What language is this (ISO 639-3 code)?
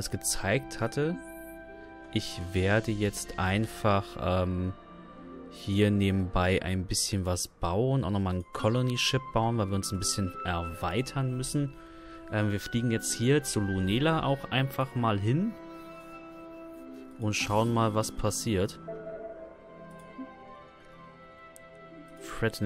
deu